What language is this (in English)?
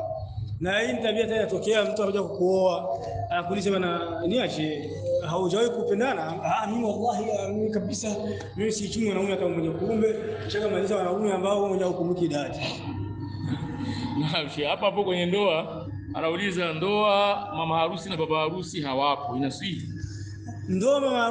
Swahili